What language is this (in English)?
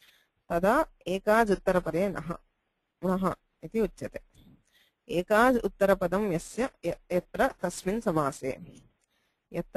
Sanskrit